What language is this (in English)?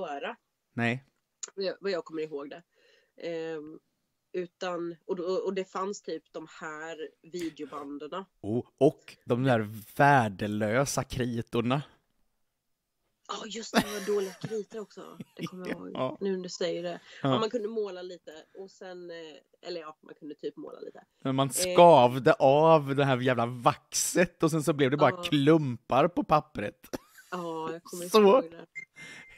Swedish